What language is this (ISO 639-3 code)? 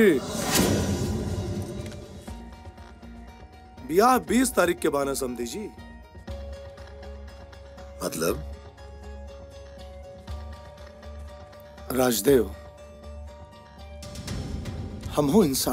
bho